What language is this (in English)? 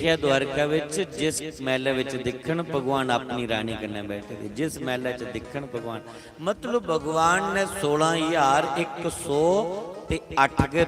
Dogri